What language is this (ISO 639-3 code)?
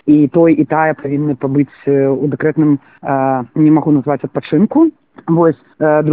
bel